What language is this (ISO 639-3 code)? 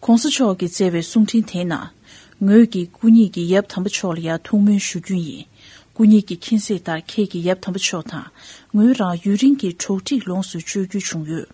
bod